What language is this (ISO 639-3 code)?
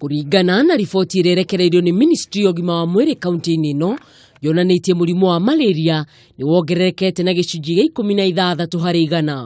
kik